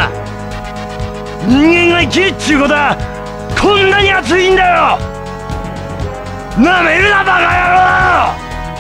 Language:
Japanese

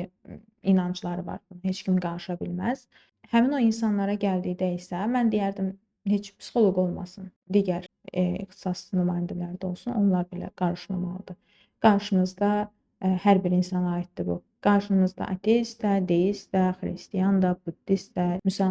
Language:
Azerbaijani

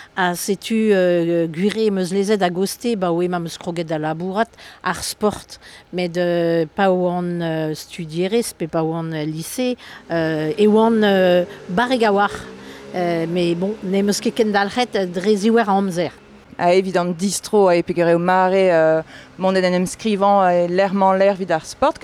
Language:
Breton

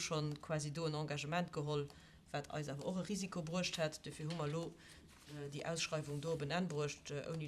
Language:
Luxembourgish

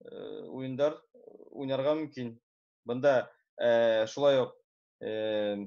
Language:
Bashkir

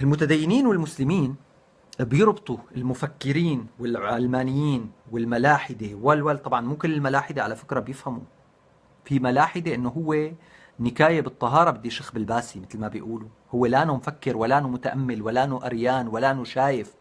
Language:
North Levantine Arabic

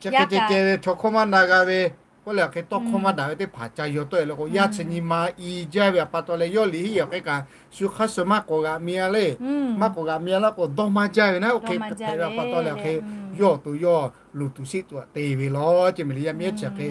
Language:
Lahu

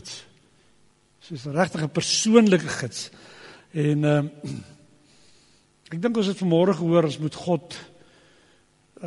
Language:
Afrikaans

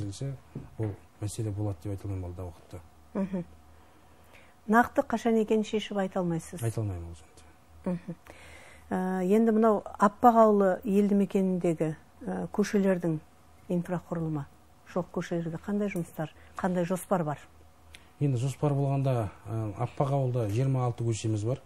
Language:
Kazakh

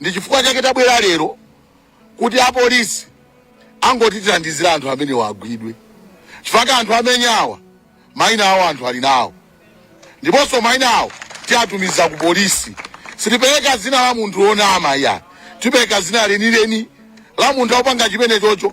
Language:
Nyanja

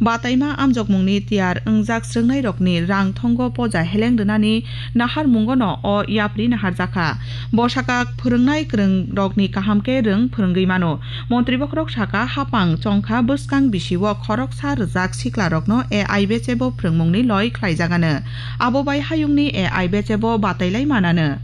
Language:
Kok Borok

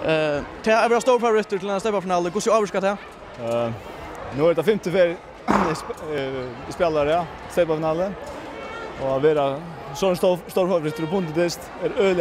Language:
Faroese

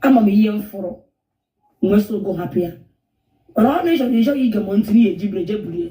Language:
Igbo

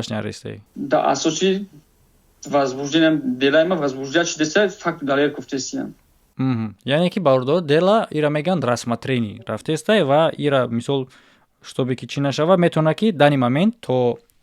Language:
Tajik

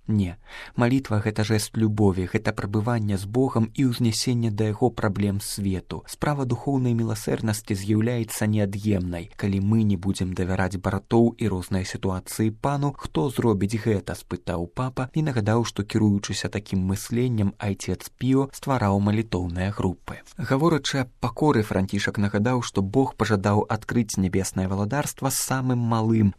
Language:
Belarusian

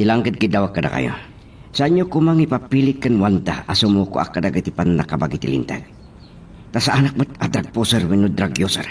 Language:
Iloko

